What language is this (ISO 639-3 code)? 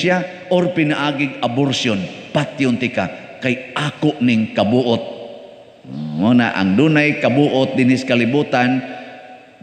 ceb